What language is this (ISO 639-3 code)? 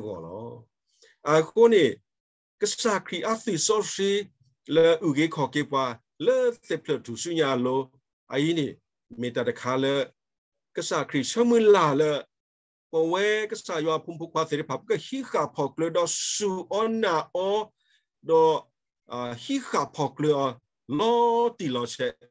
ksw